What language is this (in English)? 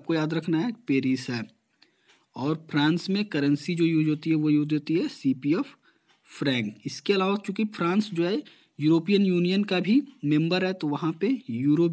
Hindi